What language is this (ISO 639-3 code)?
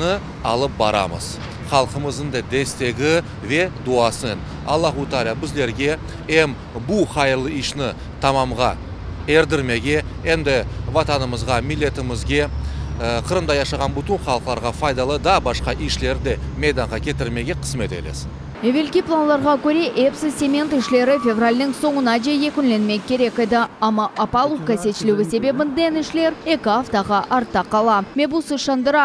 crh